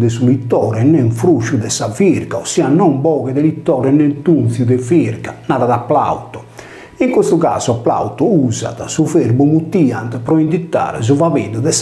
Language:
Sardinian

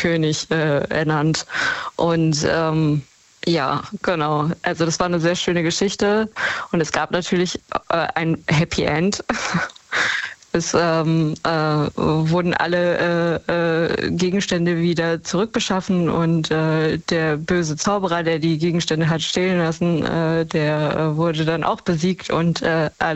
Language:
German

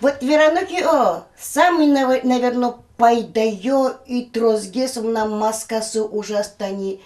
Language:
Udmurt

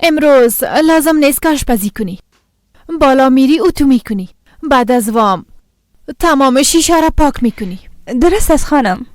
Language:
Persian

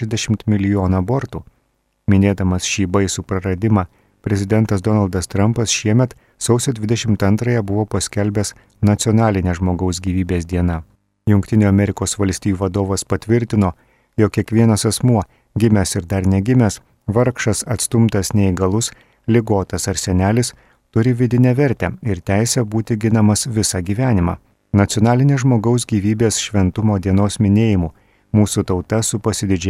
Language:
Lithuanian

